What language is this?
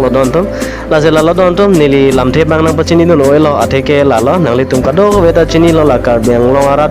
Karbi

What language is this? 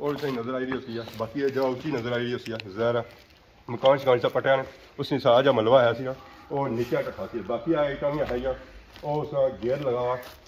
Pahari-Potwari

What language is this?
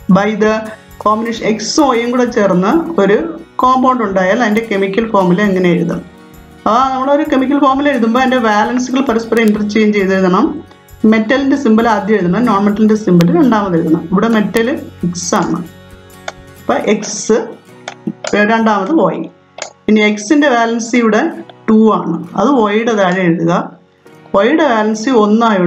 Malayalam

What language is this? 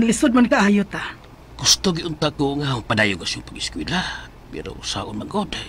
Cebuano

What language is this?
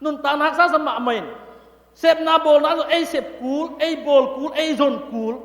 Tedim Chin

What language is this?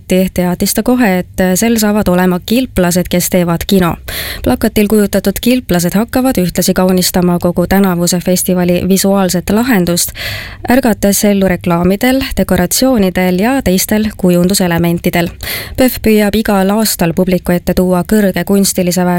Estonian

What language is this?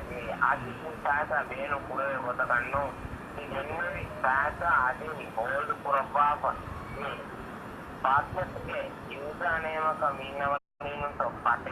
Divehi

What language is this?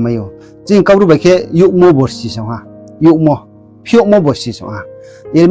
Riang (India)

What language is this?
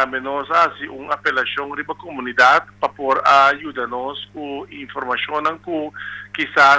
Papiamento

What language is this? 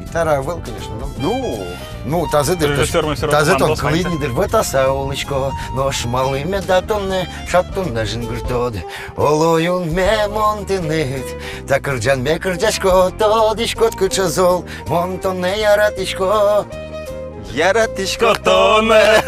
Udmurt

